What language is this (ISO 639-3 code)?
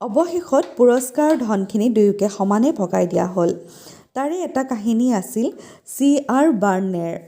asm